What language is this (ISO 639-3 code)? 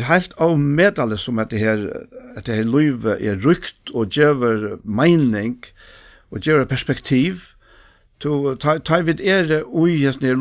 fao